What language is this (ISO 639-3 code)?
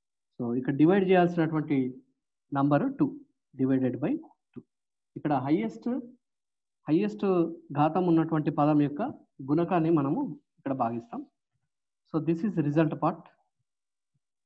tel